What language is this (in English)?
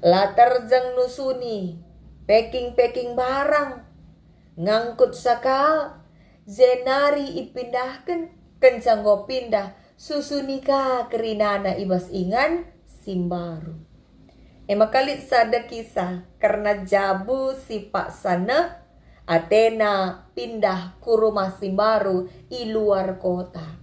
Batak Karo